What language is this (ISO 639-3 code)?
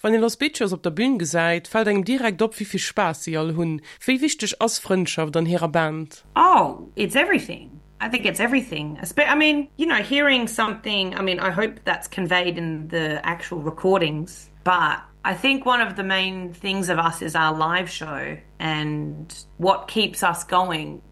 ltz